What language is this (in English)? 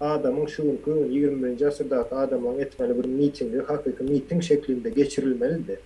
Turkmen